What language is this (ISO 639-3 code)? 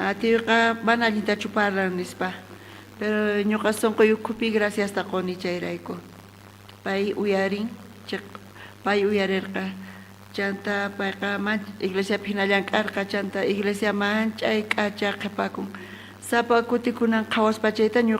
quh